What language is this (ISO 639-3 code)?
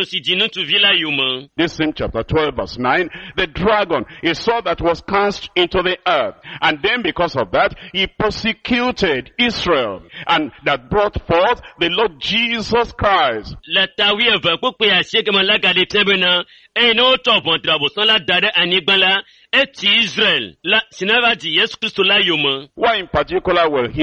ewe